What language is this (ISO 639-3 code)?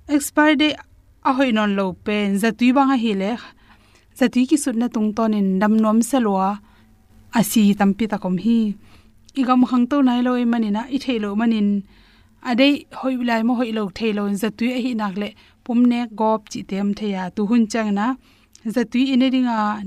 ctd